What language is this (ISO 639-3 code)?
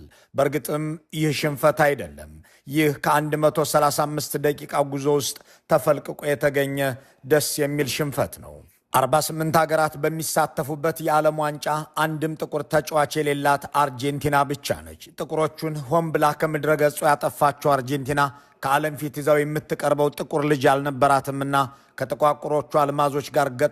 amh